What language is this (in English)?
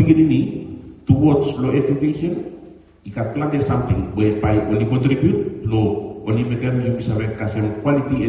Bislama